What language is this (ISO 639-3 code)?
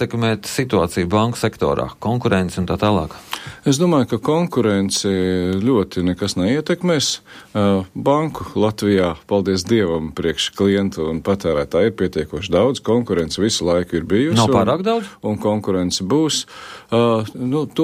lav